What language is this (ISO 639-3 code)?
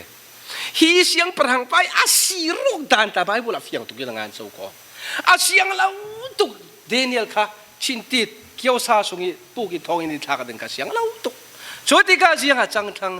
cfm